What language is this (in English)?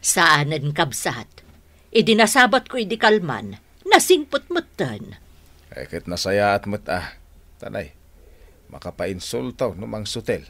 Iloko